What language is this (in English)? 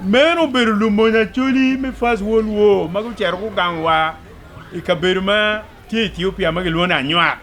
Acoli